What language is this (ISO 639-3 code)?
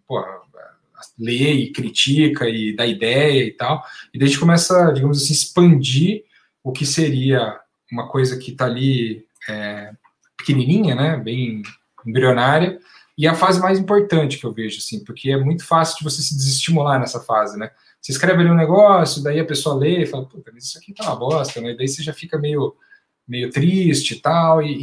por